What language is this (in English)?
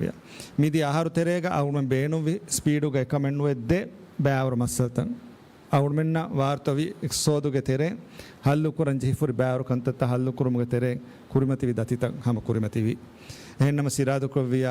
Divehi